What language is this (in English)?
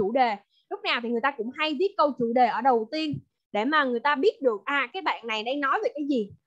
Vietnamese